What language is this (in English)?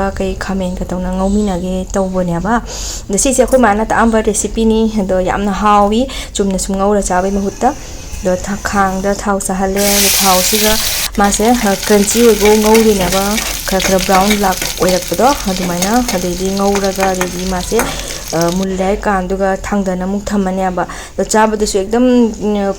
Manipuri